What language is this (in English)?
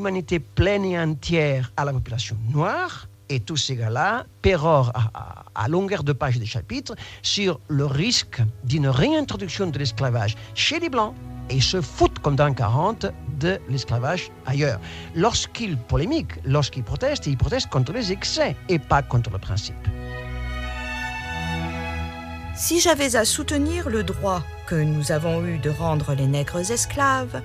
French